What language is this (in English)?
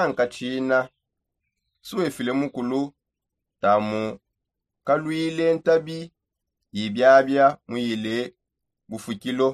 Songe